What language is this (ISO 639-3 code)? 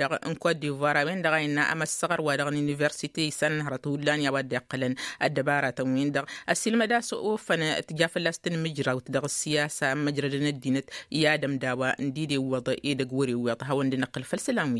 taq